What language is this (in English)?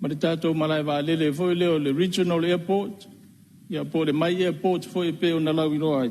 Samoan